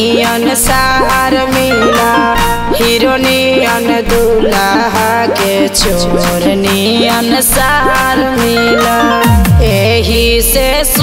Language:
Bhojpuri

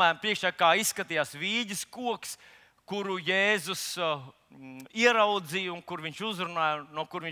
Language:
Latvian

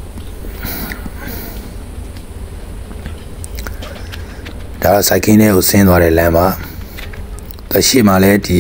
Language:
Burmese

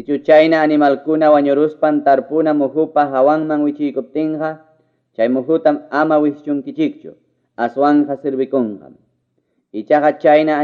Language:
Ayacucho Quechua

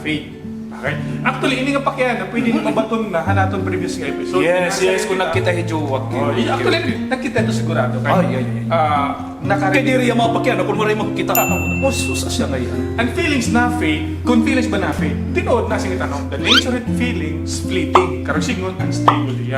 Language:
Waray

